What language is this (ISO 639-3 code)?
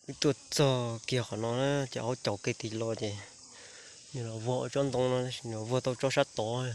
hmn